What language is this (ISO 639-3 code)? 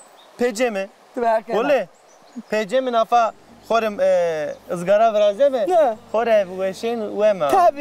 zza